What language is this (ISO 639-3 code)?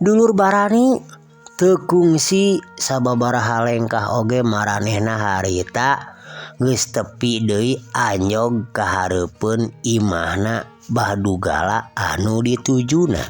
sun